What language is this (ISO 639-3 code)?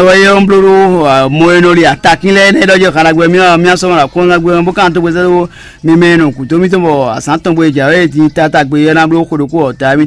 fon